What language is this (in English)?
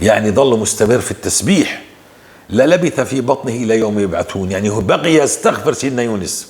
North Levantine Arabic